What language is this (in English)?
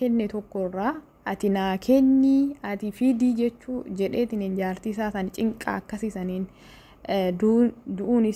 Oromo